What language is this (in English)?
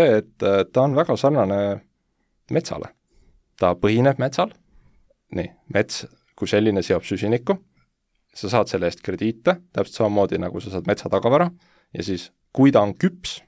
Estonian